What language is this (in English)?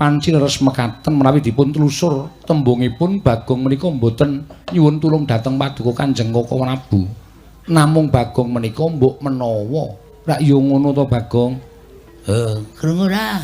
Javanese